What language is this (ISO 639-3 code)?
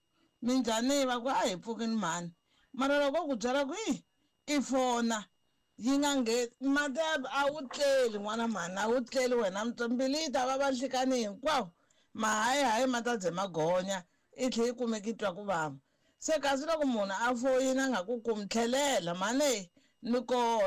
tso